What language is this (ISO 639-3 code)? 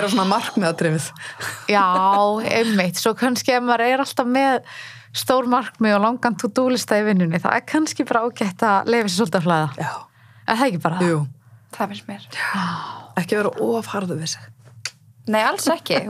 isl